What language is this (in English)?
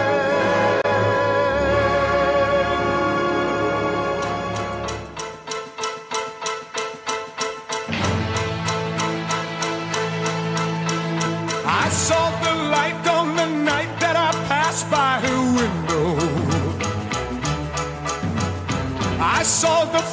English